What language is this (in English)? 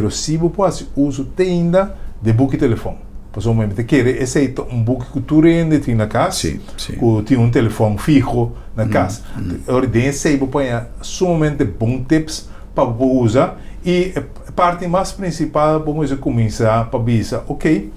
Papiamento